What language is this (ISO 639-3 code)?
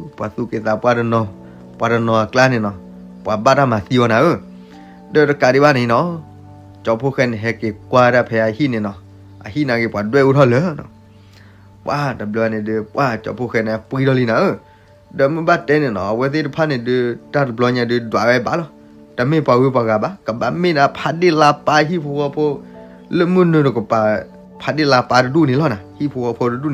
ksw